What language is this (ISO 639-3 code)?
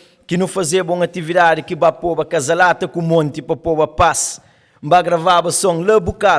kea